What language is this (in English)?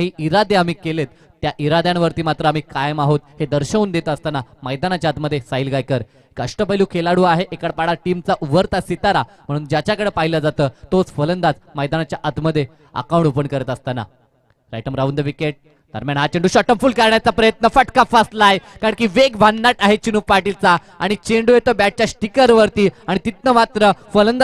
Marathi